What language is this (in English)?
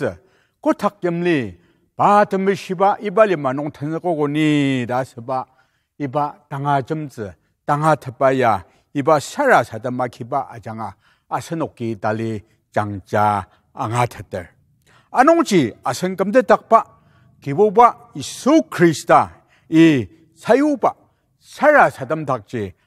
Ao Naga